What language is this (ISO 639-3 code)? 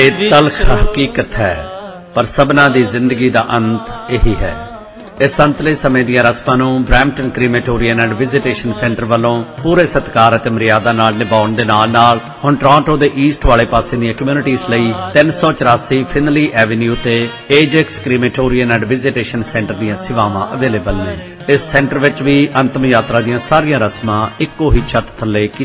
pan